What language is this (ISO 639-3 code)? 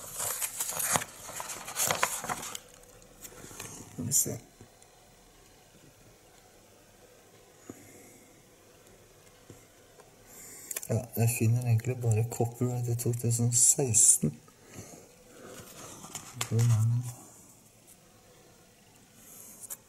nor